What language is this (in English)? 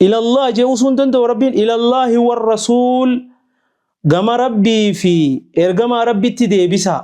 Oromo